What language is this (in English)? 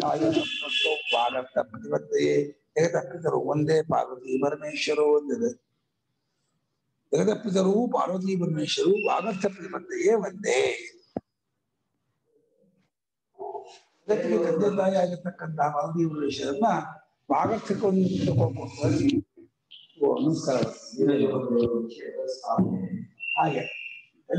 Kannada